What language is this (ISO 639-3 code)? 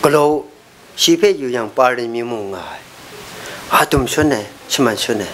kac